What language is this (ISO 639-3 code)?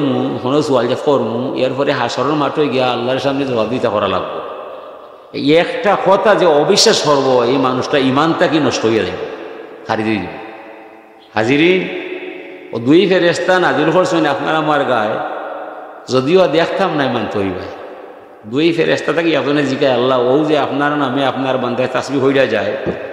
syl